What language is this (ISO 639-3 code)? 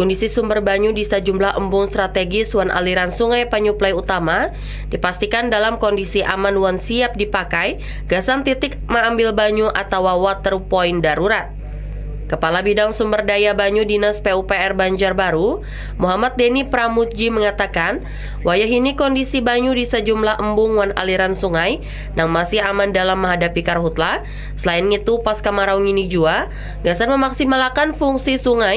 bjn